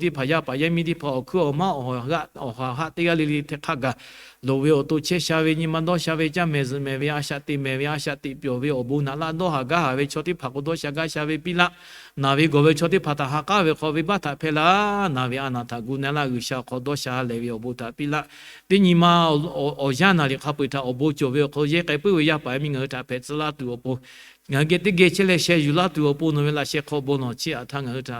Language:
Lahu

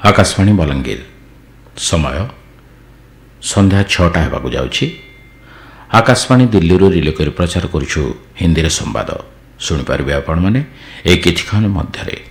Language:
Odia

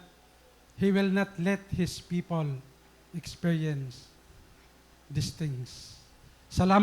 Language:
Waray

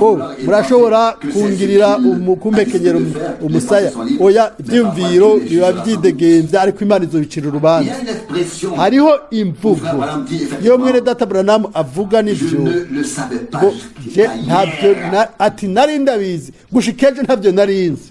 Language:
Rundi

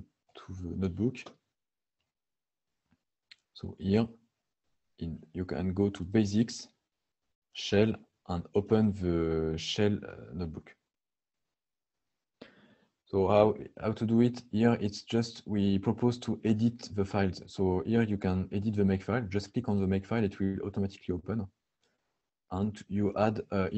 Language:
English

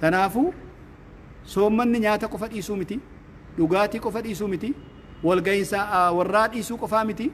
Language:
Oromo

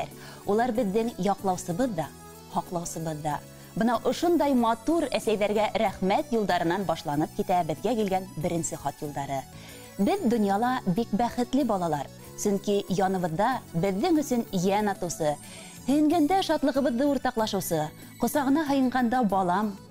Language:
Bashkir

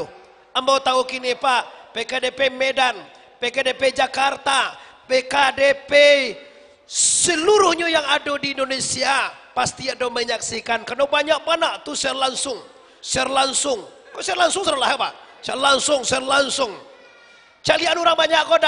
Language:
Minangkabau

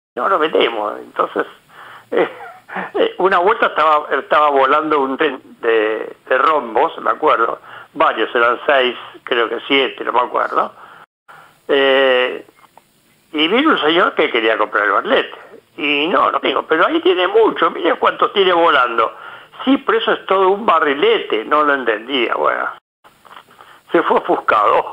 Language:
Spanish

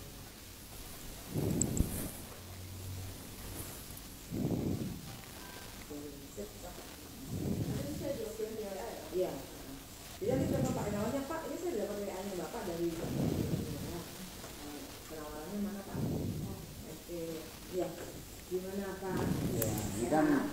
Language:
Indonesian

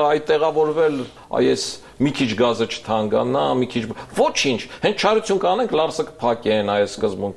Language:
Armenian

